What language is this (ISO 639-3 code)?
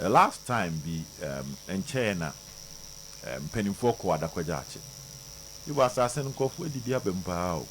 aka